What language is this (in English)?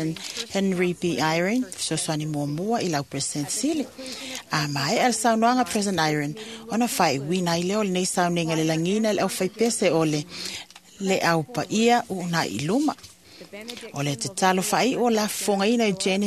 Samoan